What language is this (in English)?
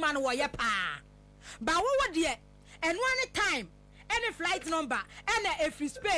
Akan